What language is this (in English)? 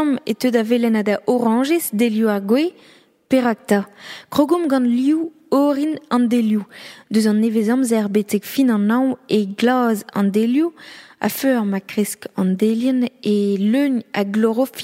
Breton